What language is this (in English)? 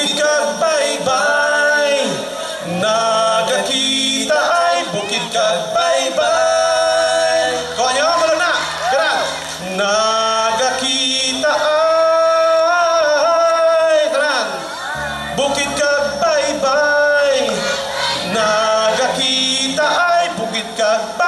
Hiligaynon